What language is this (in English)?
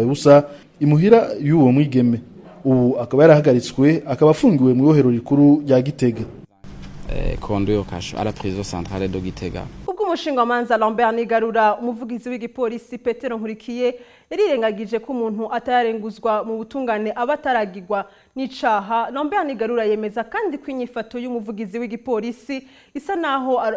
Rundi